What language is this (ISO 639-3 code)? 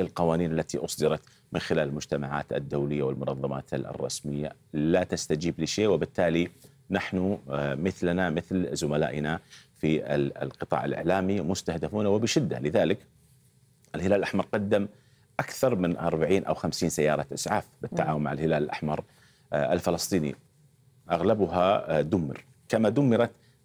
ara